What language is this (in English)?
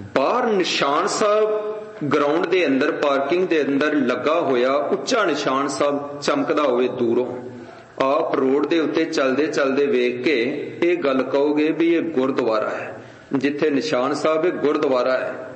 Punjabi